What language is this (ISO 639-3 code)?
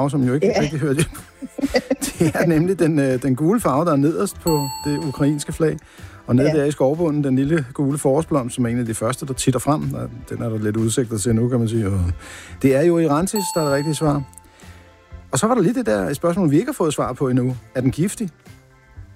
dan